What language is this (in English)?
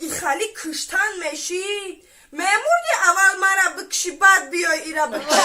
Tajik